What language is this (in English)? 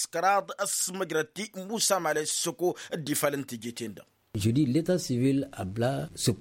Tamasheq